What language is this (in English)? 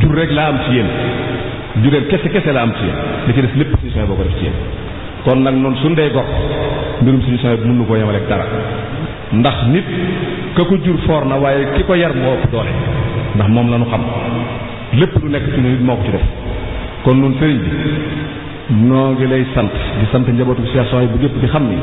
Wolof